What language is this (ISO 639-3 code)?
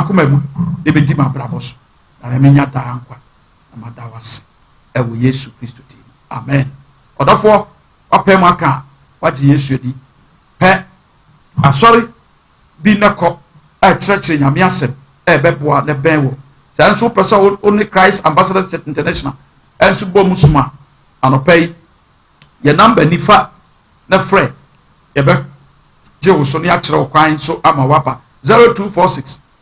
aka